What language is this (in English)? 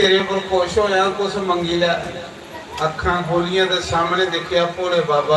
Dogri